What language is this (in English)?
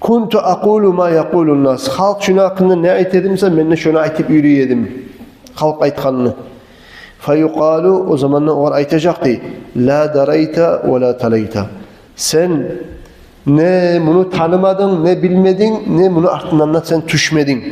Kumyk